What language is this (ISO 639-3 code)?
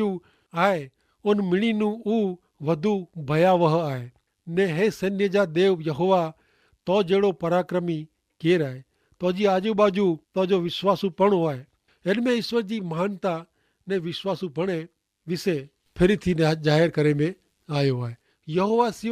kfr